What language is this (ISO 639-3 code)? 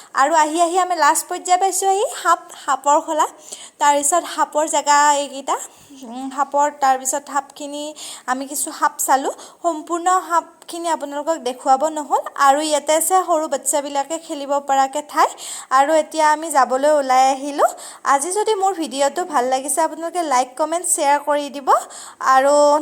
asm